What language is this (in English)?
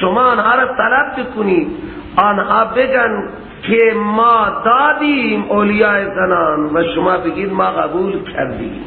Persian